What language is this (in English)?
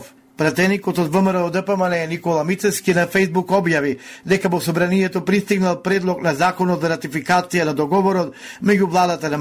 Macedonian